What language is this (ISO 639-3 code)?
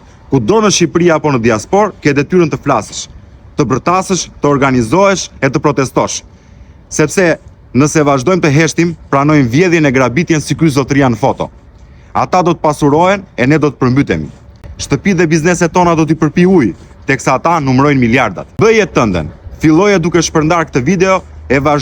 sqi